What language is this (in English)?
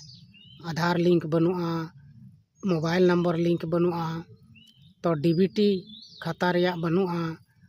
Santali